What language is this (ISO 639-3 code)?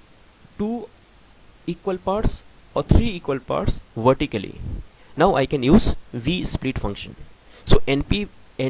eng